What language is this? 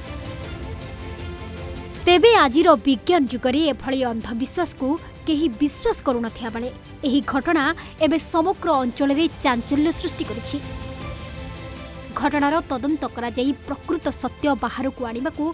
Odia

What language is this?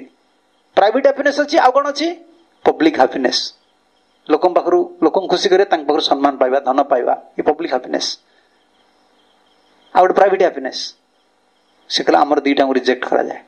Odia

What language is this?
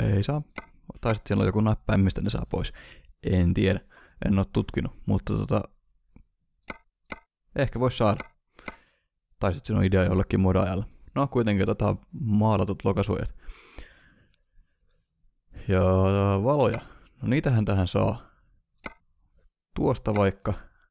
Finnish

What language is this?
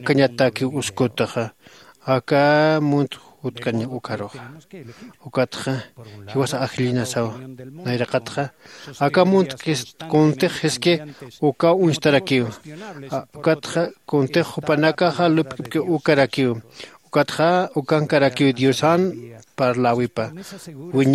Aymara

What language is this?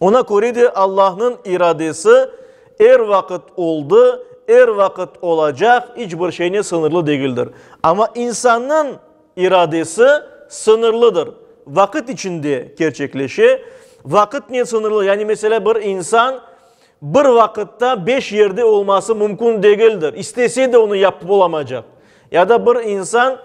Crimean Tatar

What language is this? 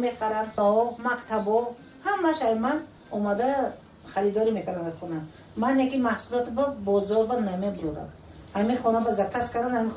Tajik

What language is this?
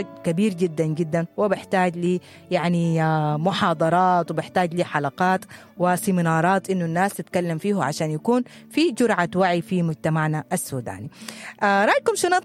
Sudanese Arabic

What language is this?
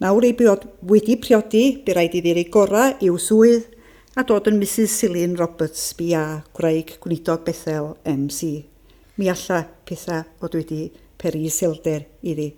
Welsh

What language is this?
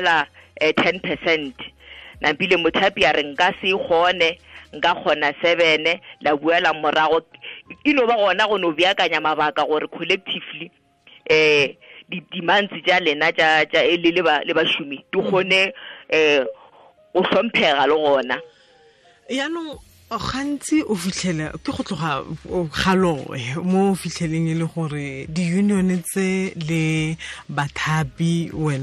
Tswana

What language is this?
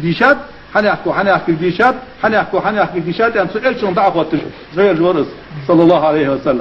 Ingush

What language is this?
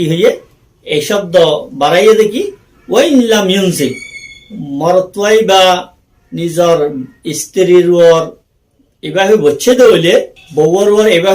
Rohingya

